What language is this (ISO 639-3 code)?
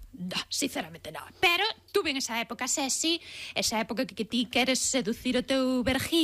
glg